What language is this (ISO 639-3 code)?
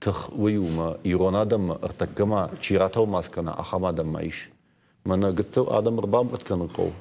oss